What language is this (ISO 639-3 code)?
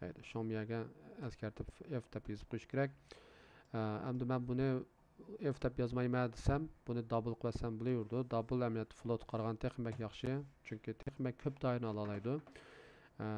uig